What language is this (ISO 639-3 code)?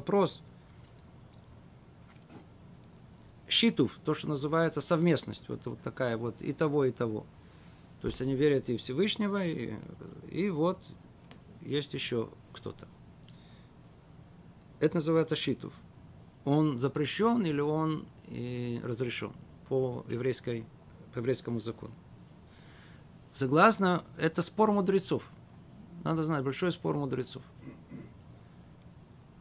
rus